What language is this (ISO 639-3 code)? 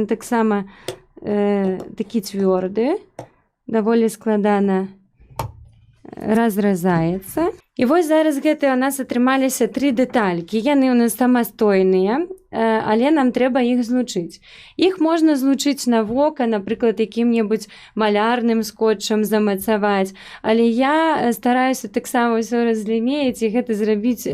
bel